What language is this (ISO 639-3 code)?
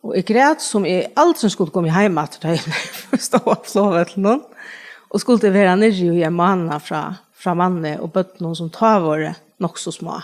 fao